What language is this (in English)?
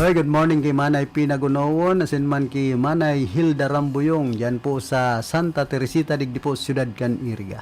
Bikol